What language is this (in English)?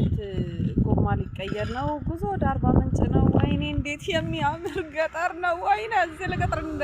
Amharic